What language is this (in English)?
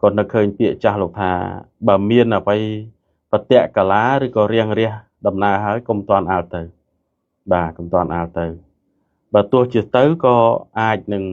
Khmer